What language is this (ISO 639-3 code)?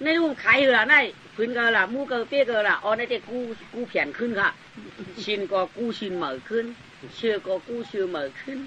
shn